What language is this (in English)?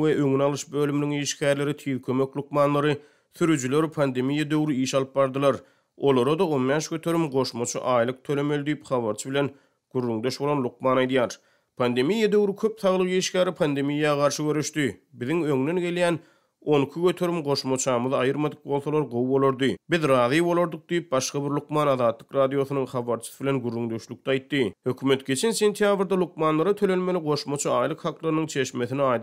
Turkmen